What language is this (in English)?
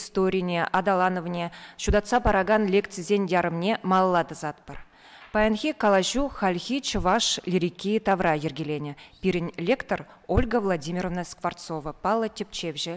Chuvash